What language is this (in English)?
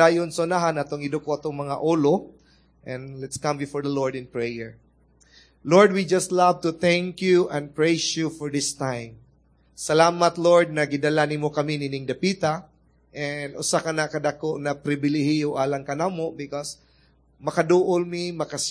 Cebuano